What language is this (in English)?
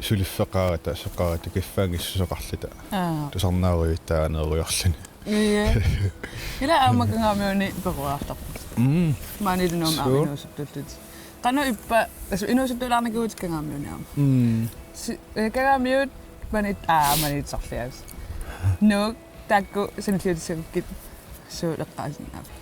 Kalaallisut